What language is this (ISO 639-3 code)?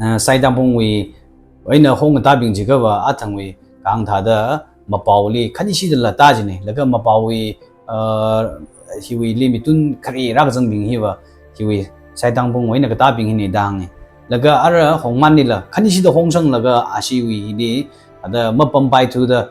nmf